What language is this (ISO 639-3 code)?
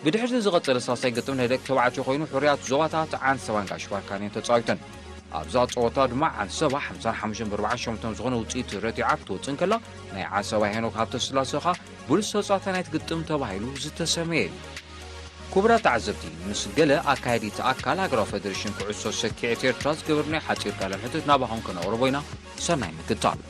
tir